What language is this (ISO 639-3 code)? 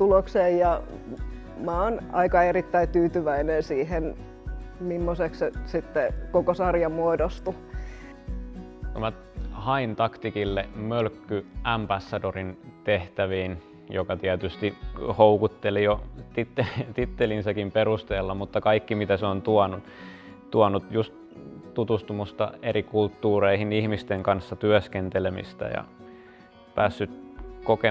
fin